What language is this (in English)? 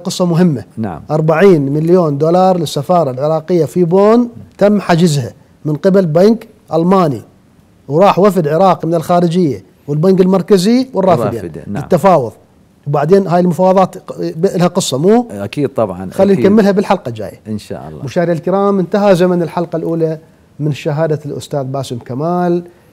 Mesopotamian Arabic